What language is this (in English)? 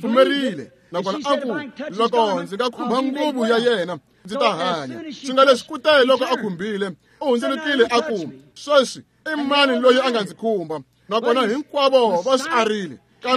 Tsonga